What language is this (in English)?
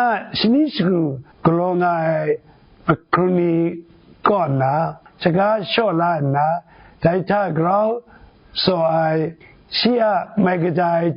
Kachin